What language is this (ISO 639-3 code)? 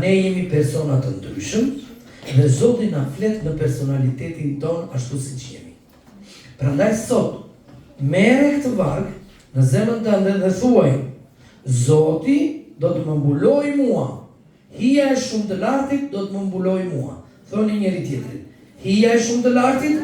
sqi